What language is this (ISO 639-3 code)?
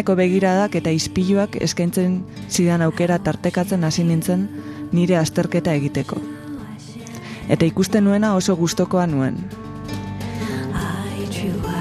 eus